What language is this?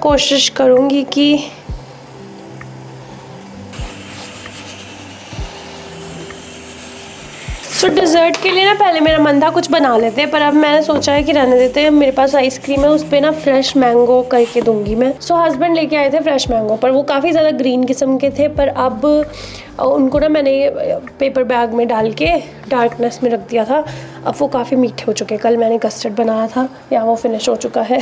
Hindi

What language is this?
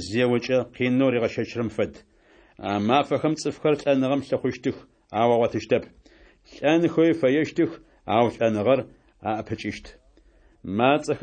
Adyghe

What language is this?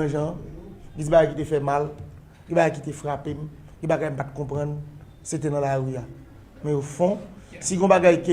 Haitian Creole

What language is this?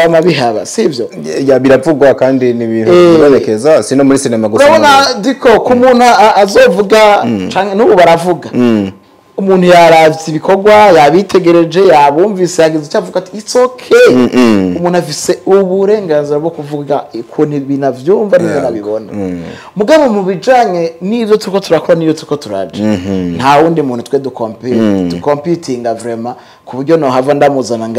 Rundi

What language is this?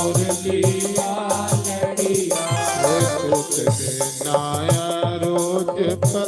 Dogri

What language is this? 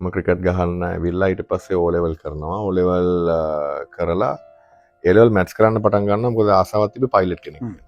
Sinhala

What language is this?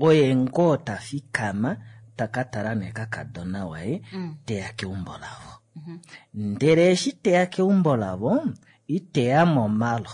Kuanyama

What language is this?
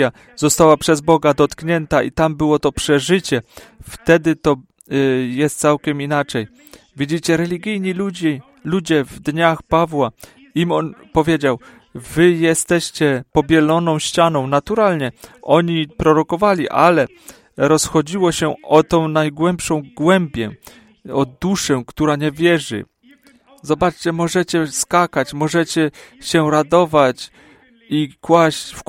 Polish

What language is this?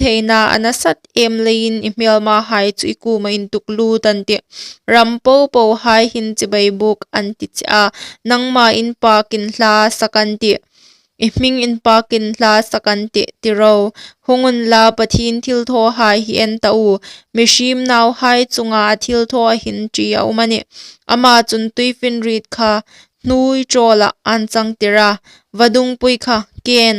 Hmar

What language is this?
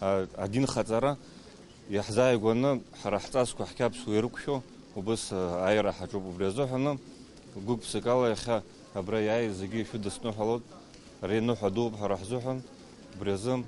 Abkhazian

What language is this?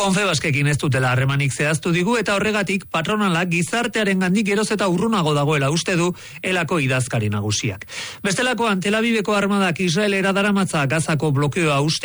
Basque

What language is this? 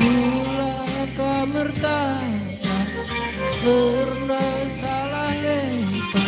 Batak Karo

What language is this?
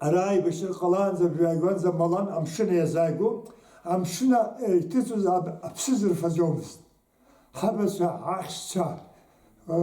Abkhazian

